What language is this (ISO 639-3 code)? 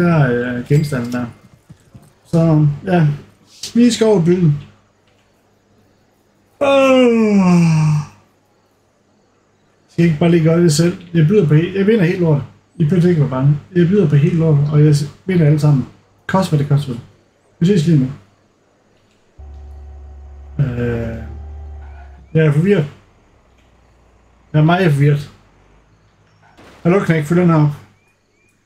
dan